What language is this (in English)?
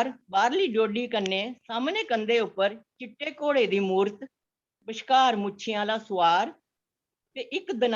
Dogri